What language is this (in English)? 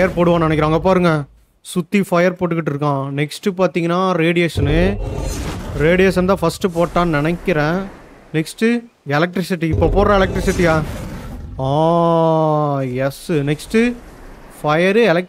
Tamil